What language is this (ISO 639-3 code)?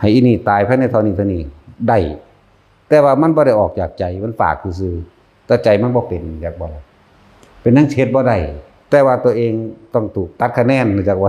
tts